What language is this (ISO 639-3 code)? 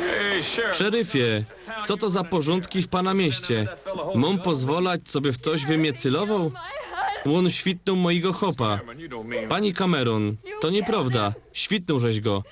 szl